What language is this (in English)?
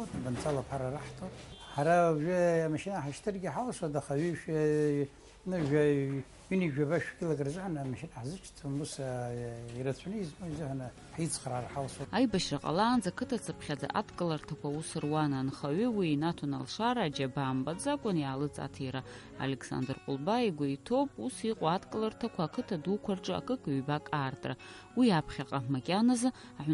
Abkhazian